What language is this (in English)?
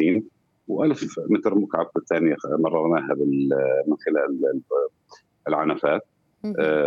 Arabic